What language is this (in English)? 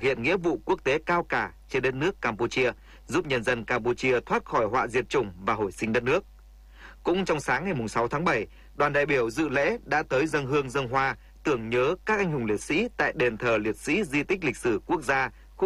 Vietnamese